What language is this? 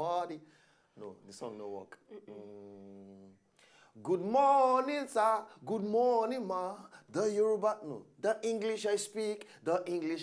Nigerian Pidgin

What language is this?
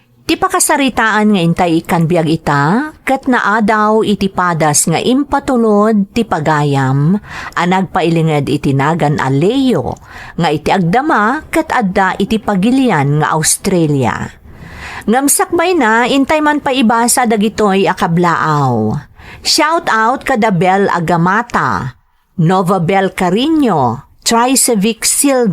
Iloko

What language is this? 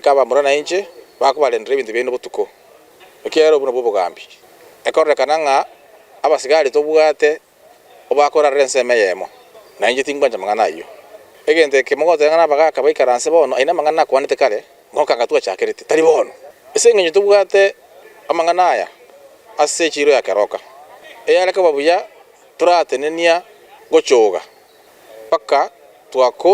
Gusii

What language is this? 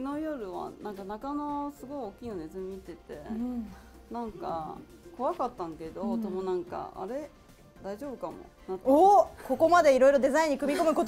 Japanese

